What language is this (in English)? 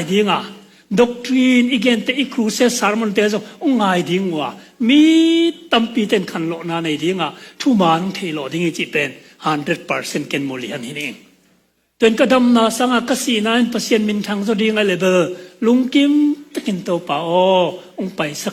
Tedim Chin